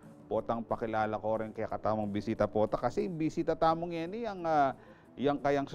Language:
Pampanga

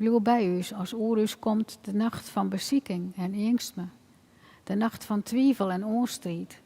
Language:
Western Frisian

